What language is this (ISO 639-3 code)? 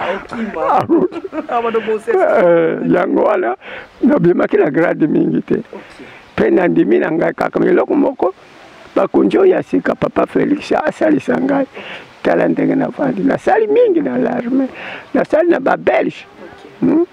lin